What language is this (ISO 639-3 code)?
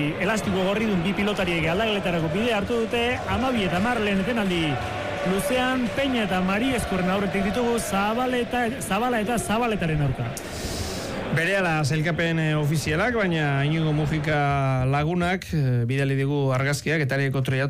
eus